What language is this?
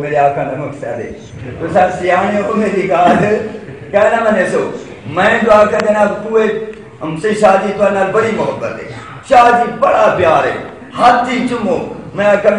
Saraiki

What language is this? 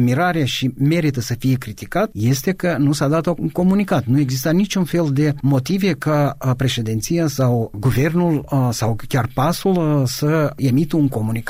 Romanian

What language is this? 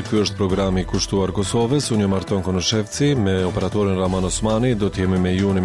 Albanian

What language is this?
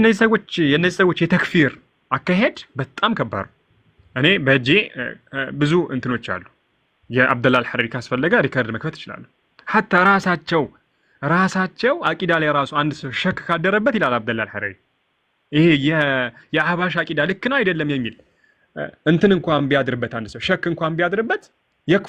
Amharic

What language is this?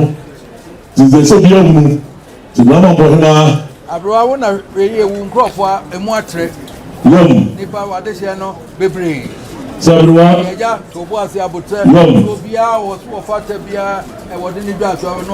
Akan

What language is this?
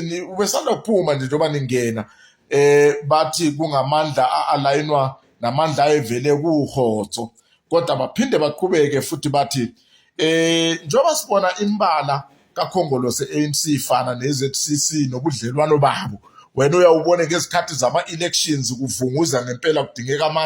Zulu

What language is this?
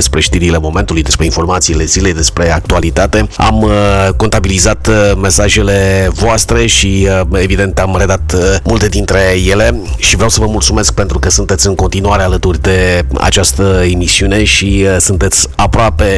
Romanian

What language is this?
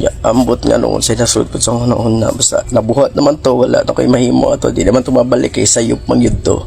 Cebuano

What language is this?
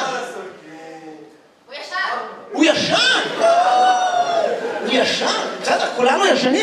Hebrew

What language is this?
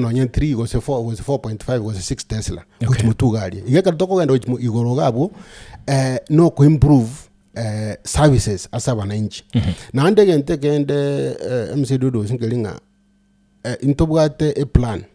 Gusii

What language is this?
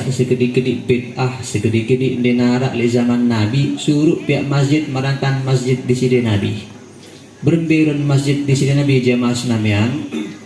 Sasak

